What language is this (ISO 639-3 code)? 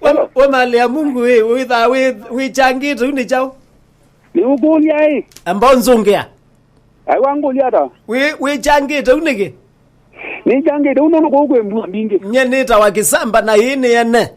kam